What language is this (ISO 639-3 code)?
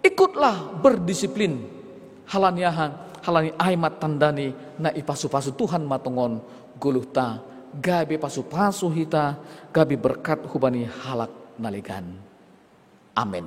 bts